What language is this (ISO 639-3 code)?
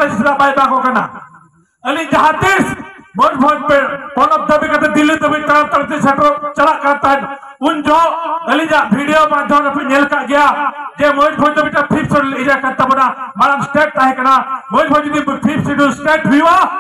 sat